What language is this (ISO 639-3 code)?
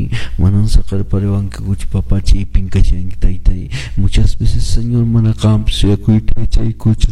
que